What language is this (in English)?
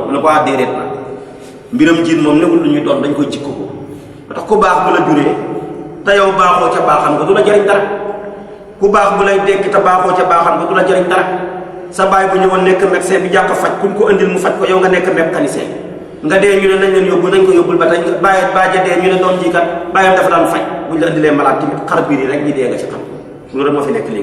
Wolof